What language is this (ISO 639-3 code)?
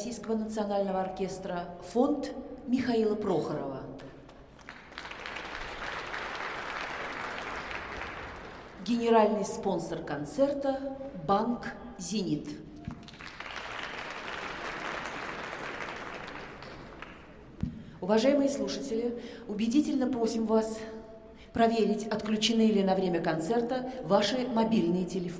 rus